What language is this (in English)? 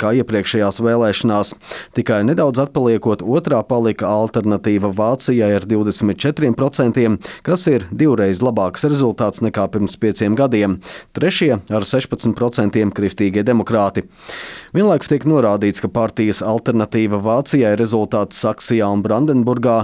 Latvian